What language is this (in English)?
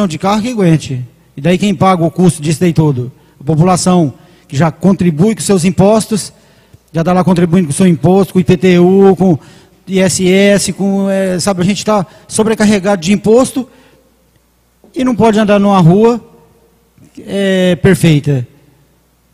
Portuguese